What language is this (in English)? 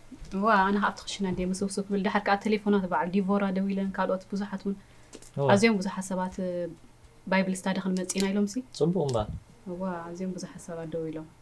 Tigrinya